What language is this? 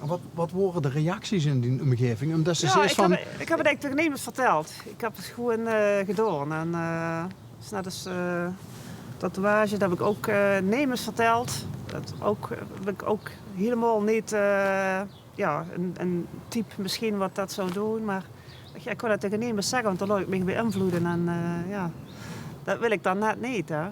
Limburgish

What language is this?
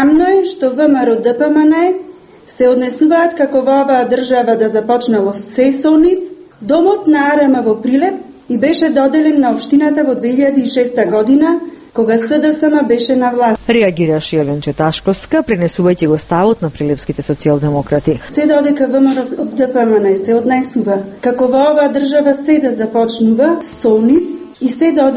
Macedonian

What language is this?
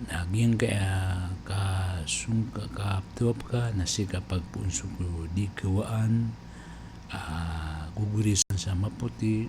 Maranao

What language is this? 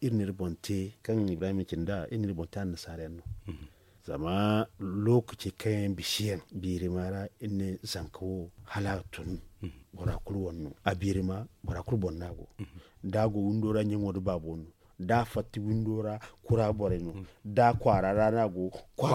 Zarma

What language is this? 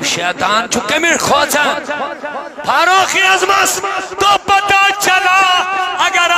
Kashmiri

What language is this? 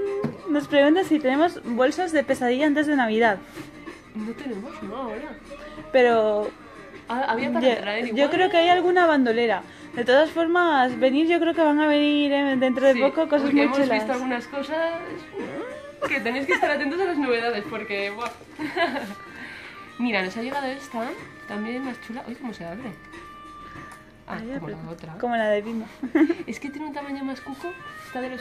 Spanish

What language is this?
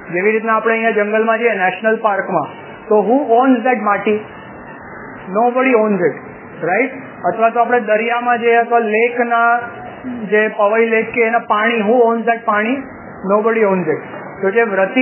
Gujarati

